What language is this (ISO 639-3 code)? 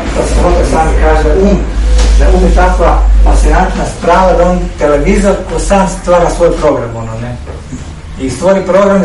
hrv